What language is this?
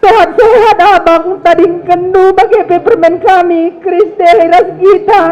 Batak Karo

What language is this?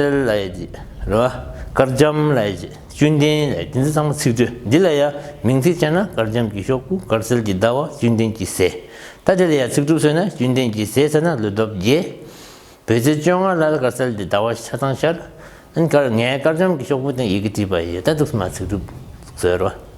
Tibetan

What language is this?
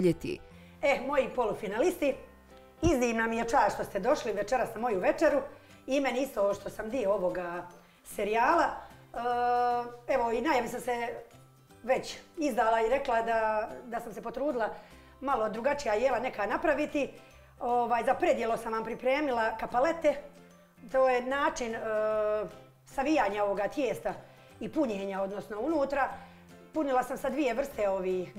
Bosnian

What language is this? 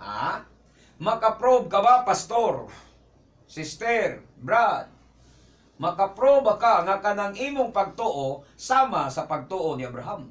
Cebuano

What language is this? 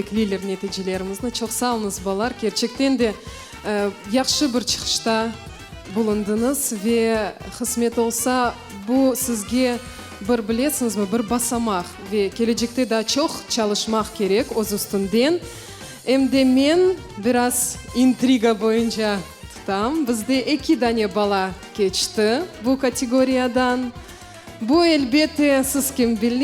Crimean Tatar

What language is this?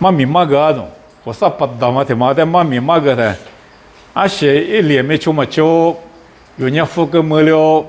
Lisu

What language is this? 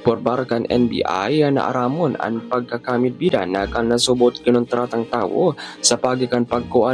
Bikol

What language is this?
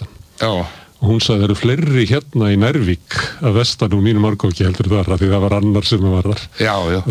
Icelandic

